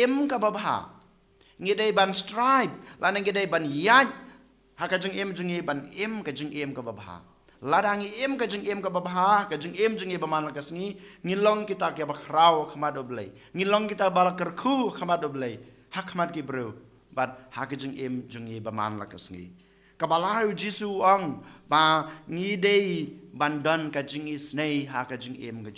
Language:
Khasi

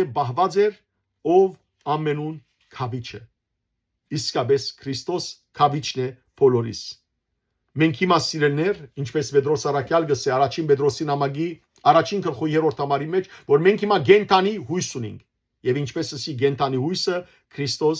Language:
Western Armenian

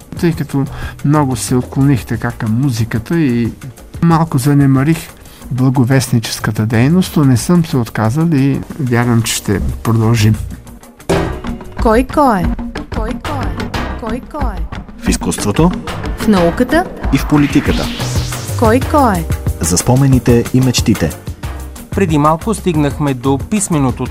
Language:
Bulgarian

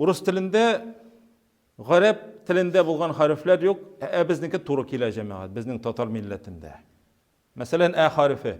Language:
Tatar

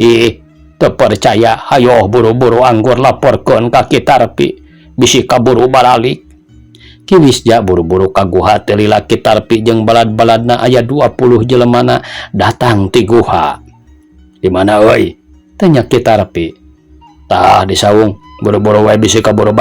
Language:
Sundanese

